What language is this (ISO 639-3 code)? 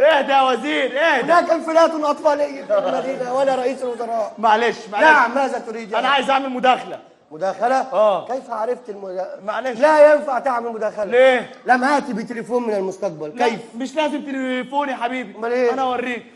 arz